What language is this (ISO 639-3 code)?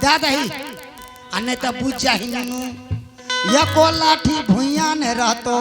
anp